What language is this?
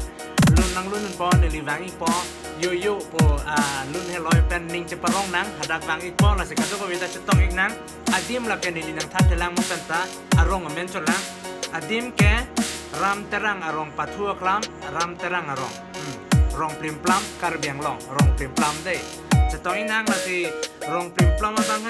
Karbi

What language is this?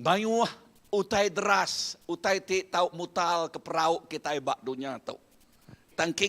Iban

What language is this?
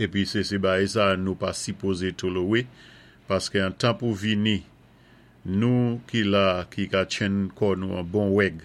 Saint Lucian Creole French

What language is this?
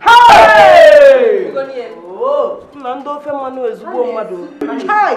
Nigerian Pidgin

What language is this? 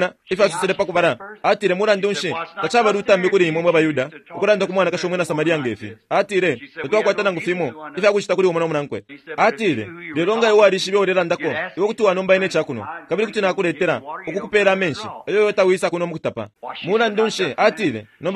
Bemba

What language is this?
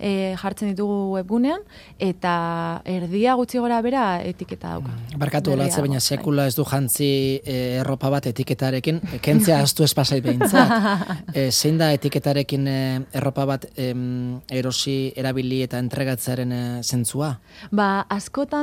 Basque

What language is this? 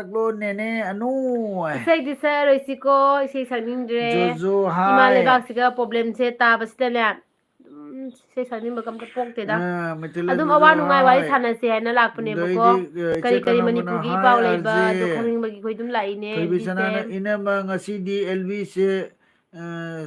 Manipuri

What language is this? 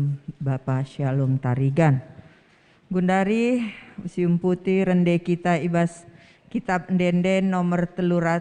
Batak Karo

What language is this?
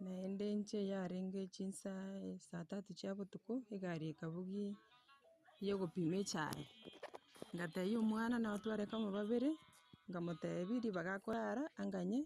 Gusii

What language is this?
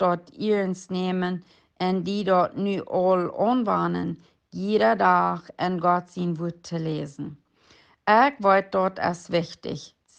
Plautdietsch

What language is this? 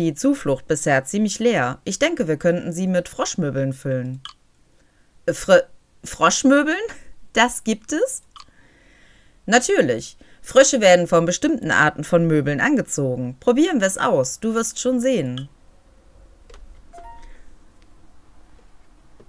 German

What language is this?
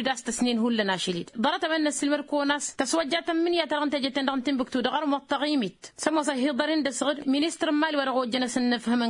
Tamasheq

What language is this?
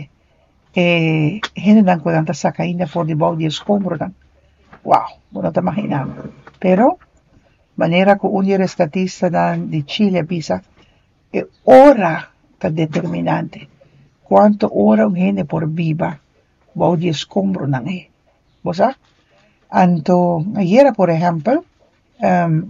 Papiamento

